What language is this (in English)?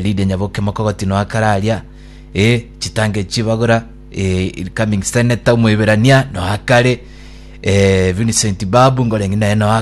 Gusii